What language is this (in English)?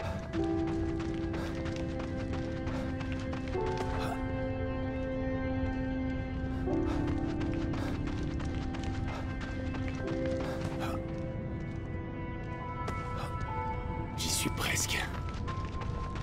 French